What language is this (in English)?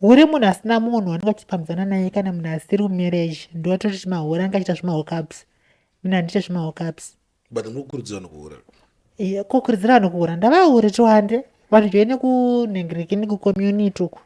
Shona